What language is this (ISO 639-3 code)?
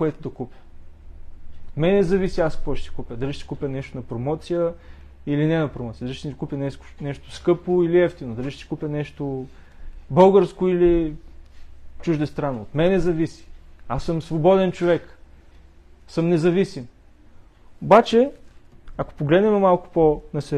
bul